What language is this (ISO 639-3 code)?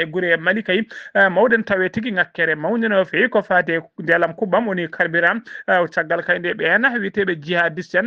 ful